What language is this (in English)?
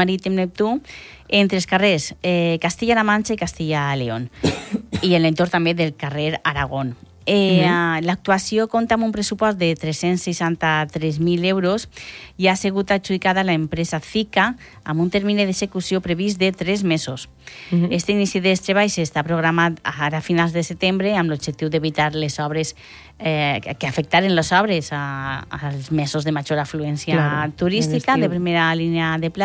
Catalan